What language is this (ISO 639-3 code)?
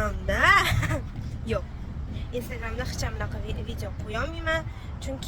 uzb